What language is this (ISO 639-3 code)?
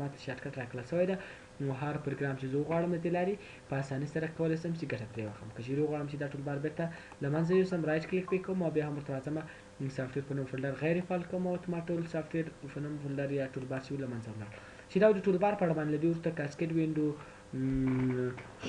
pus